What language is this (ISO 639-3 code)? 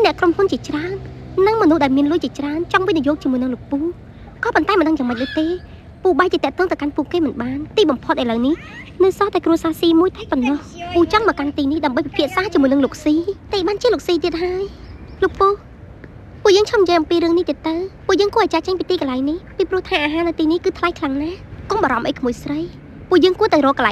khm